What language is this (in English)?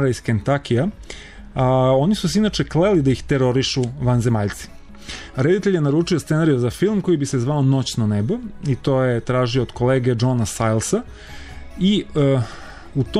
Serbian